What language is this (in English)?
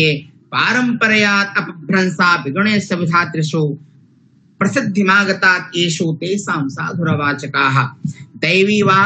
Sanskrit